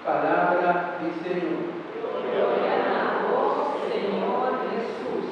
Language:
Papiamento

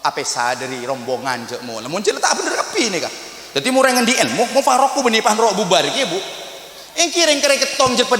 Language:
Madurese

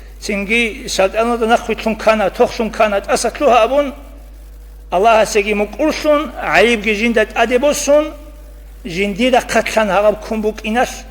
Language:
Avaric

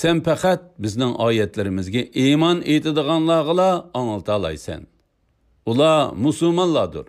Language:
Uyghur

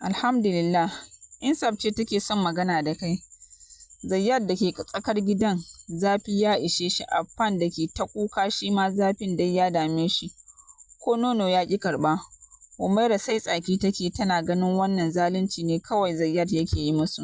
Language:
Hausa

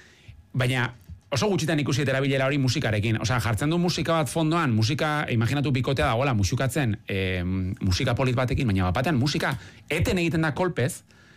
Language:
Basque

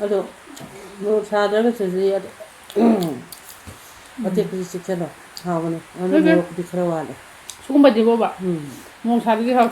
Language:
Manipuri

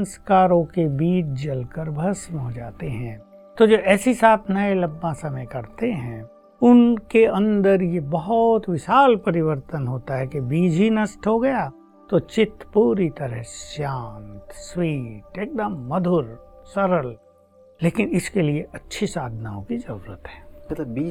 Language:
Hindi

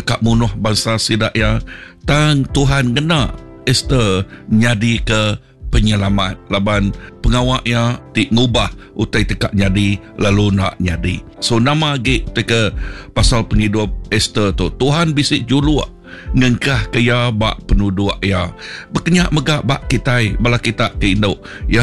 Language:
Iban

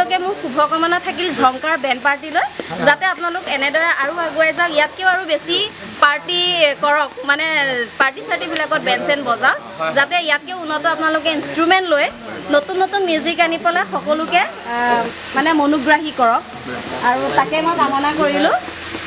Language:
Assamese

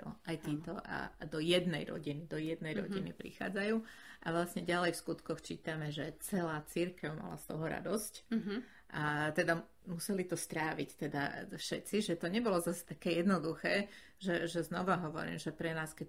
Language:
Slovak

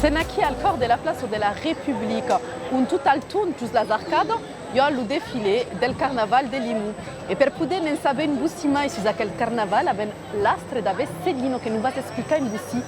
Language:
Occitan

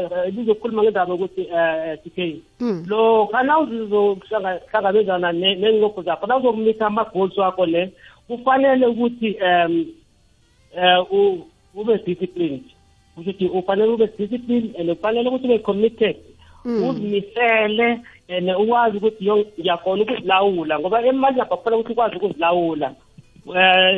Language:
South Ndebele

